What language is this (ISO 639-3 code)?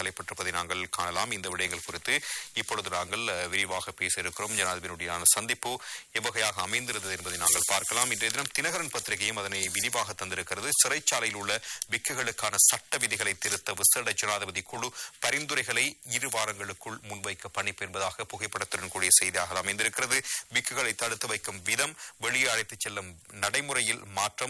tam